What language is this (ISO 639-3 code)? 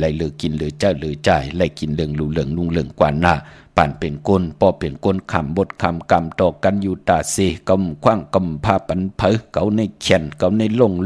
shn